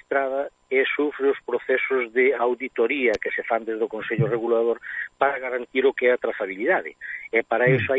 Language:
Galician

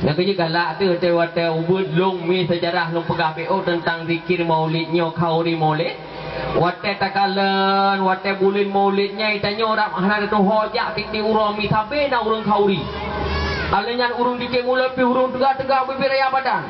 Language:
Achinese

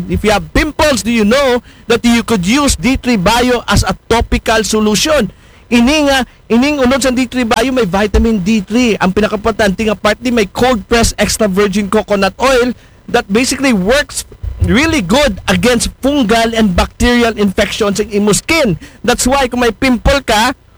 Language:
Aklanon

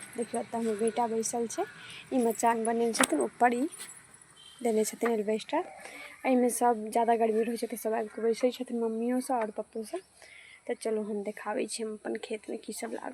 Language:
Maithili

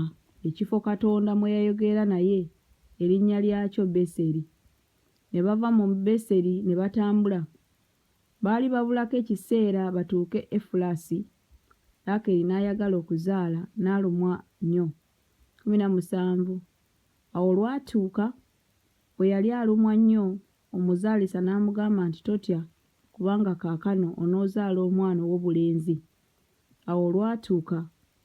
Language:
Ganda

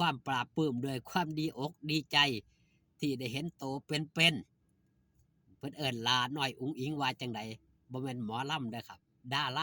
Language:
Northeastern Thai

